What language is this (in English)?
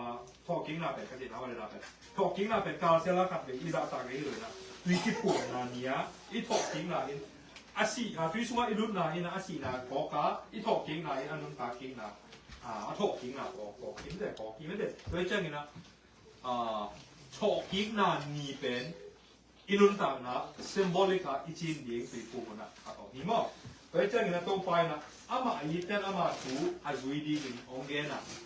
Tedim Chin